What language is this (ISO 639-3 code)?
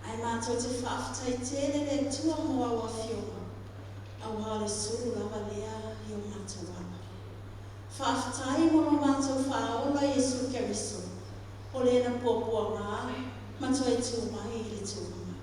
smo